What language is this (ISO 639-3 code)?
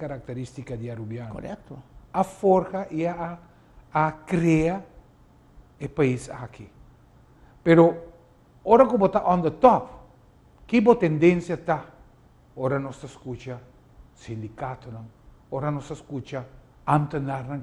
pap